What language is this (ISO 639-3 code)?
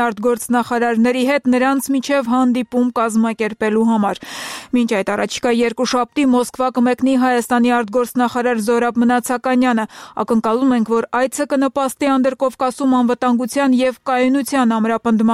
hye